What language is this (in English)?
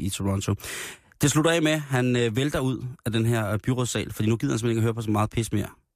Danish